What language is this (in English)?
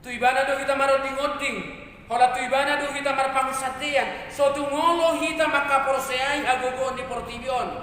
Batak Toba